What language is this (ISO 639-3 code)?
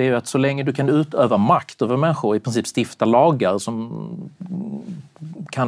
swe